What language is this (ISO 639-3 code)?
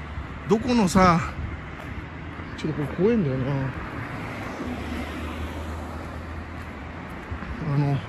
jpn